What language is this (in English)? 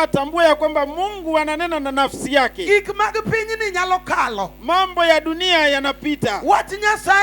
Luo (Kenya and Tanzania)